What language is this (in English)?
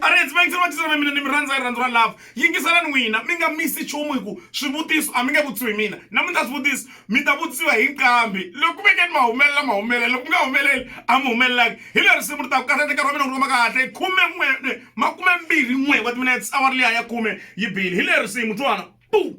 Tsonga